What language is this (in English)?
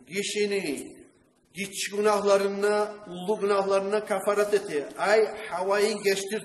Kumyk